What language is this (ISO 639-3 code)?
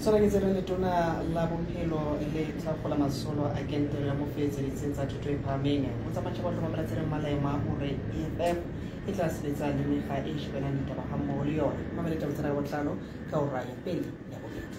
tsn